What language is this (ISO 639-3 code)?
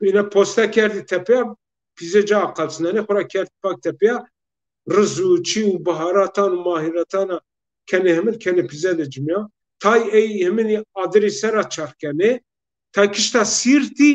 zza